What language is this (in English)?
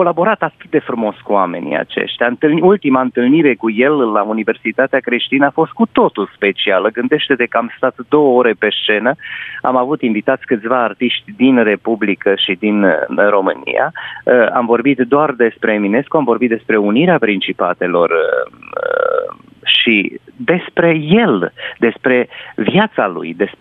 Romanian